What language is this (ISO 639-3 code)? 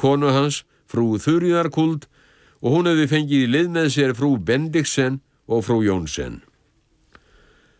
isl